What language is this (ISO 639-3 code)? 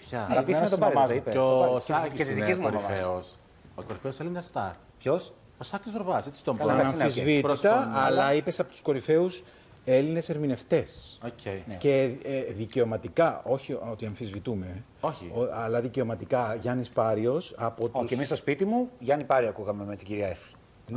ell